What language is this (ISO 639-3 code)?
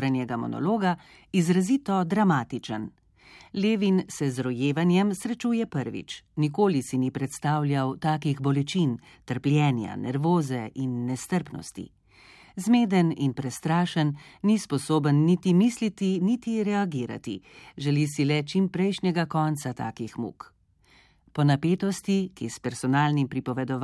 slv